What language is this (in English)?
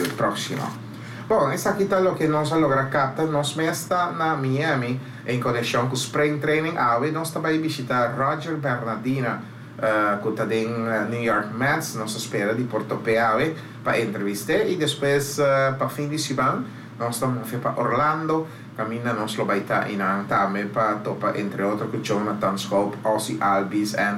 Papiamento